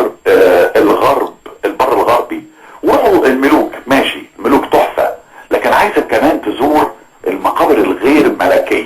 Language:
Egyptian Arabic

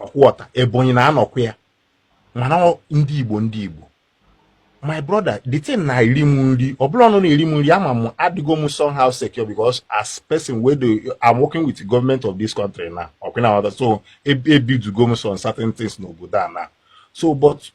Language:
Igbo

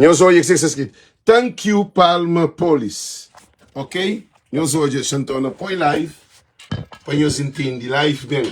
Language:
Kabuverdianu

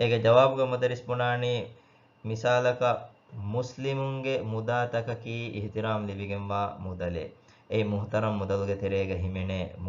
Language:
Divehi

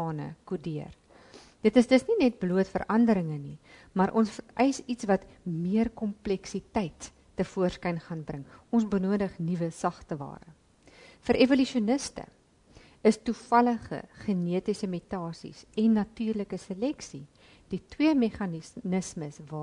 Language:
Afrikaans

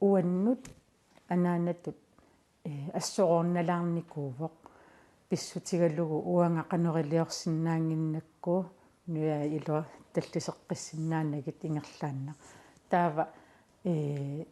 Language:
Kalaallisut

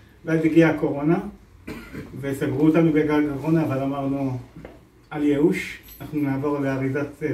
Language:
Hebrew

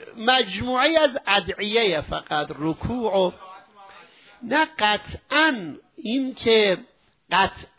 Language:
Persian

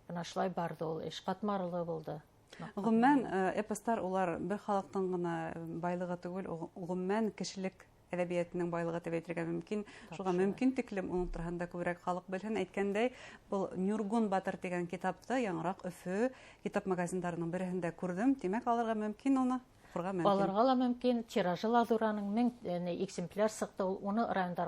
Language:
Bashkir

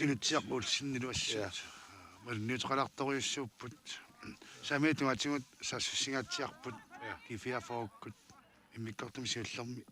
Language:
Kalaallisut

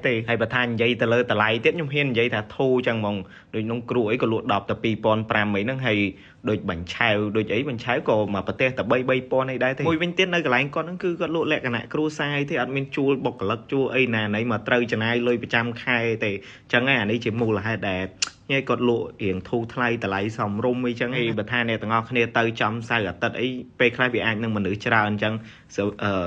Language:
Khmer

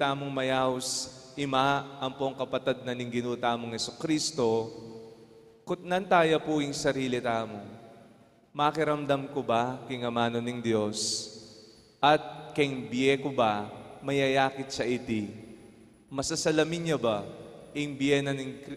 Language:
Pampanga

